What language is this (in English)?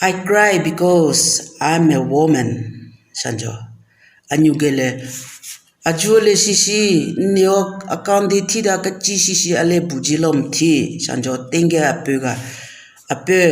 Southern Rengma Naga